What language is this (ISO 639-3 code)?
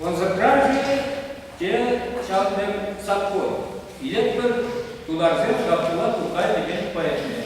chv